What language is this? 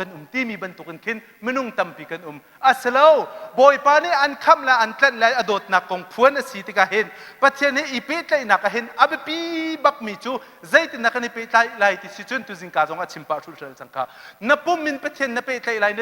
Hakha Chin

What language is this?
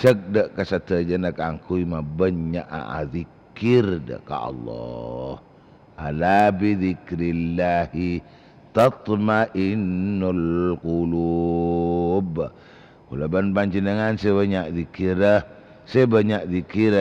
Madurese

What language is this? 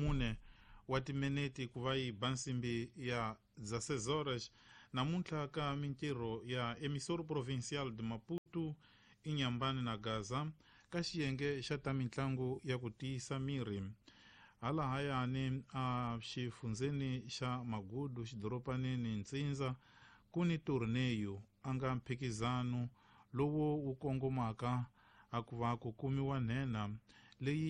Tsonga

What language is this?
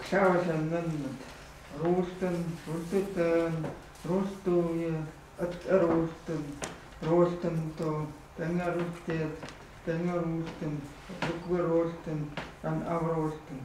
Chukot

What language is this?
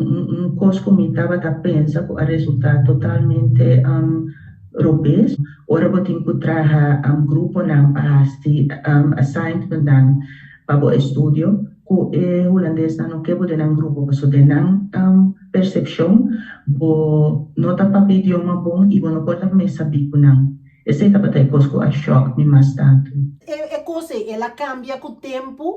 Papiamento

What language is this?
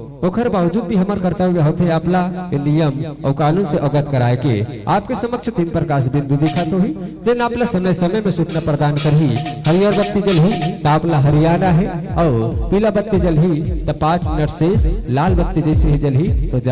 Chhattisgarhi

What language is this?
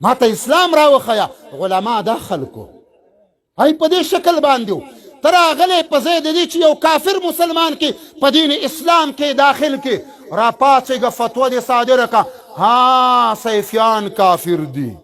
Pashto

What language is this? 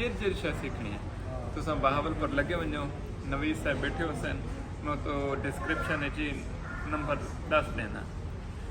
Saraiki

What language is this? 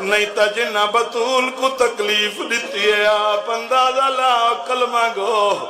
Saraiki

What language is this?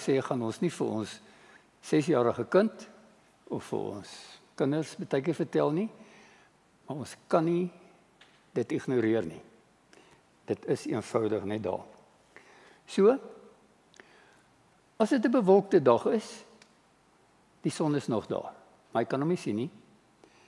Afrikaans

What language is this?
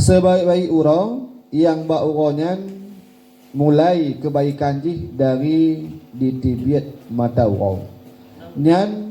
Achinese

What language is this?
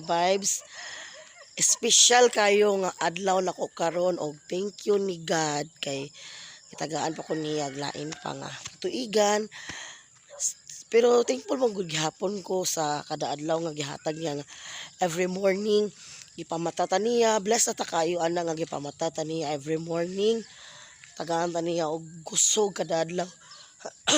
Cebuano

